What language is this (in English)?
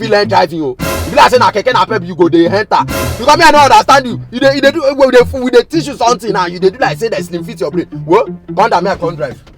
Nigerian Pidgin